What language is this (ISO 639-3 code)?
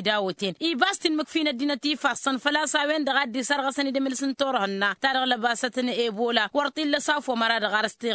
taq